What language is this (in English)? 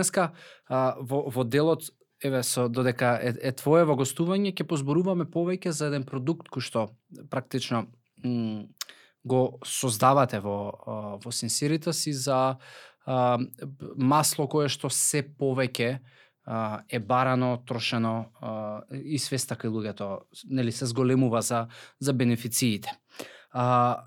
Macedonian